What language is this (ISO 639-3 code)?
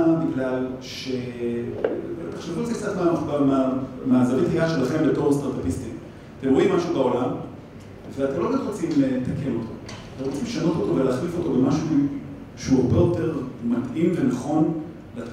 heb